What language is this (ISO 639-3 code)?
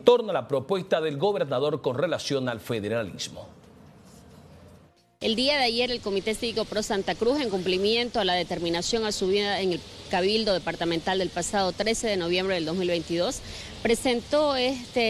spa